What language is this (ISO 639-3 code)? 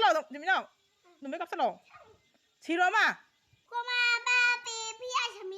mni